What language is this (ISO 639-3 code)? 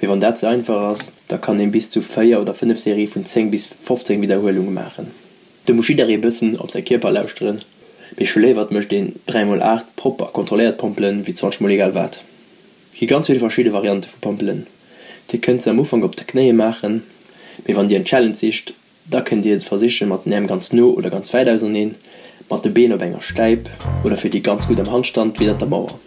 ltz